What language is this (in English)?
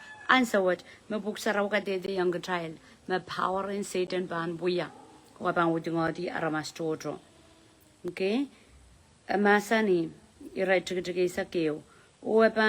Pohnpeian